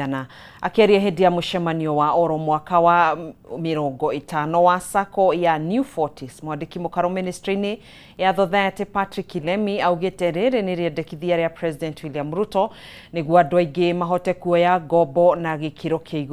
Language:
Kikuyu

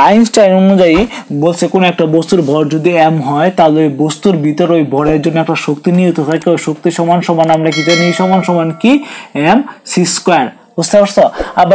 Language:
Bangla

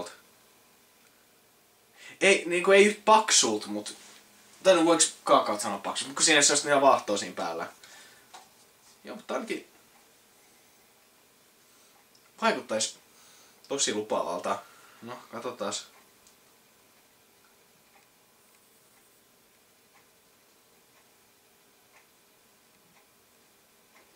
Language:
Finnish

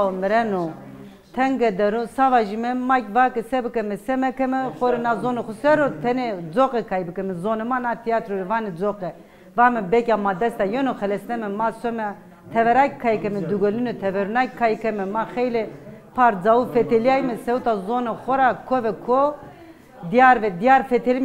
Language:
Zaza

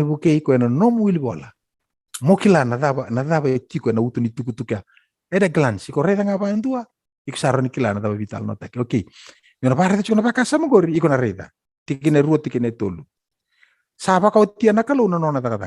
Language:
Fijian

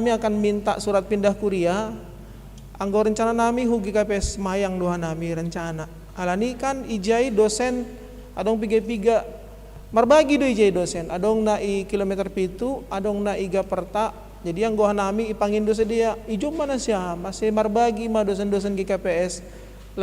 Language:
Batak Simalungun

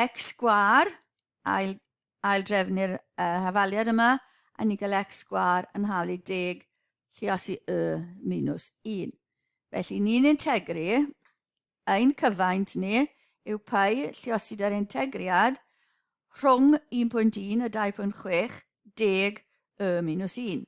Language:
Welsh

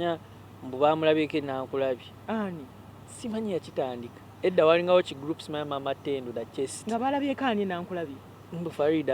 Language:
Ganda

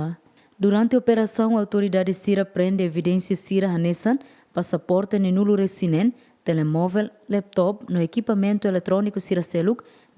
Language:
Tetum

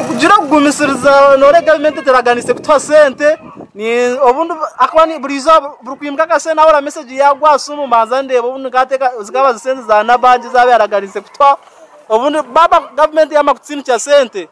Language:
Nyankole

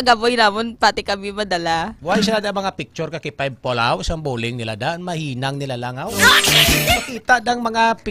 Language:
Hiligaynon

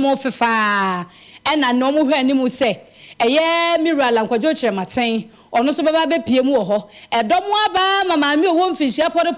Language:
Akan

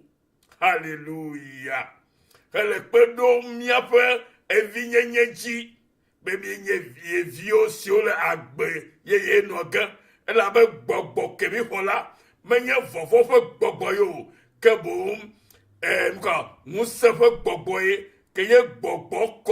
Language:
Ewe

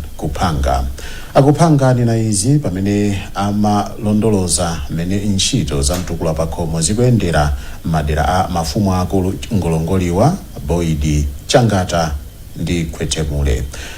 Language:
Nyanja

